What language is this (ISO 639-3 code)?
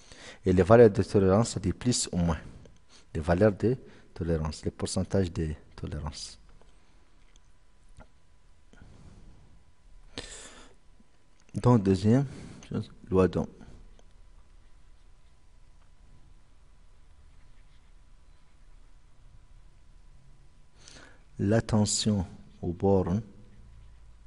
fra